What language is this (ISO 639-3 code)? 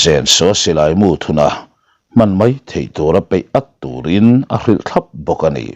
lus